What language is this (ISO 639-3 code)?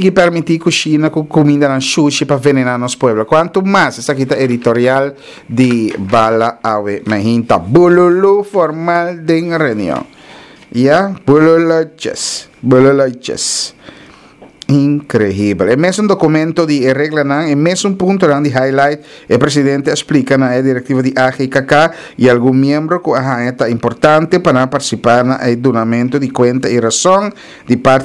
pap